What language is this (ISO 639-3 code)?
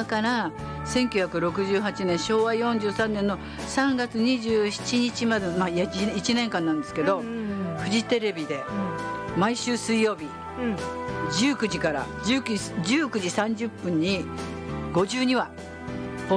jpn